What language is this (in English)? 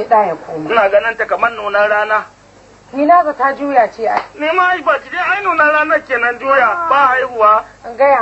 Hausa